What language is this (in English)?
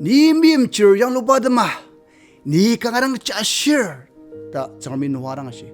Ao Naga